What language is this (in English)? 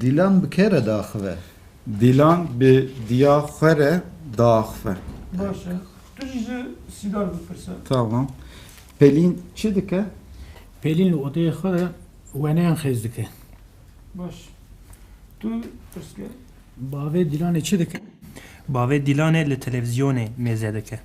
Kurdish